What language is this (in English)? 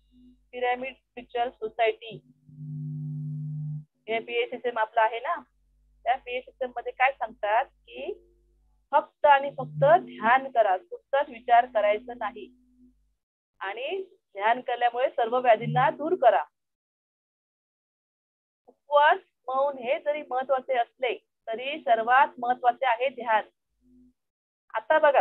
Marathi